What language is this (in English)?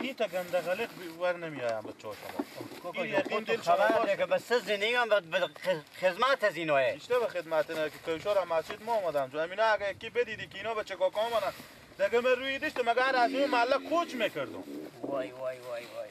Persian